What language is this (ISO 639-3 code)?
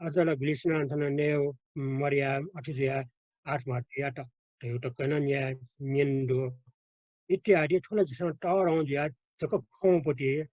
new